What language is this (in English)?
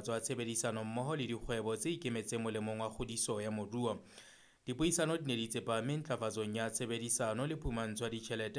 Southern Sotho